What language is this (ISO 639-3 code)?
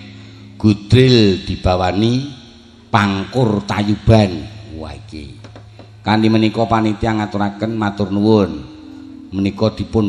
jav